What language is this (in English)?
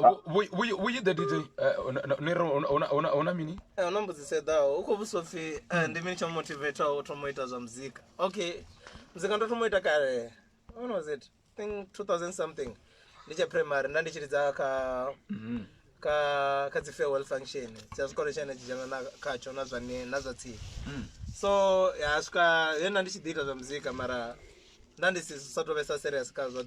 Venda